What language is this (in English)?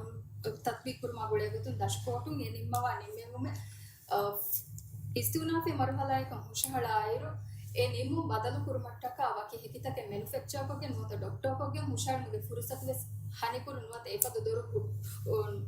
Divehi